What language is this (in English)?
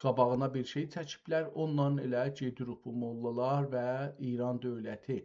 South Azerbaijani